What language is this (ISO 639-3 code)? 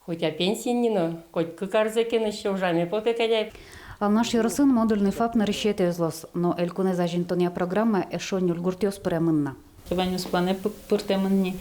udm